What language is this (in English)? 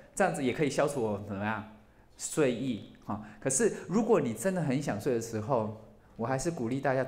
Chinese